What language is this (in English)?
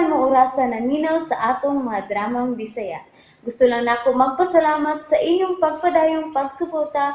Cebuano